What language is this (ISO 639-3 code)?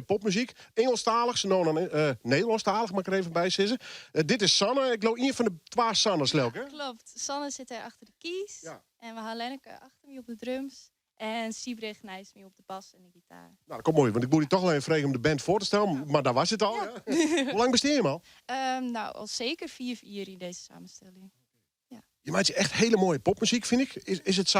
fry